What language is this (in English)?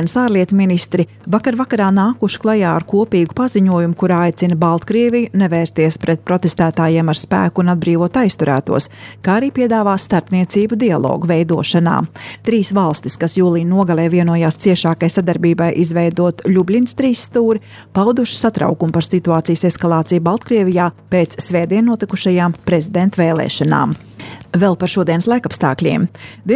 Latvian